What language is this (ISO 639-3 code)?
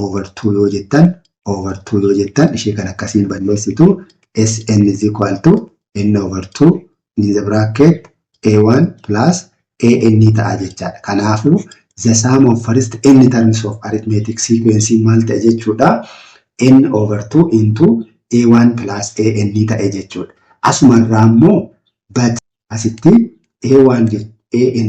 orm